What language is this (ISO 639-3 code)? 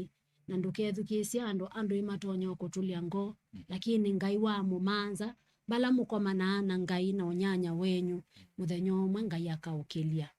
kam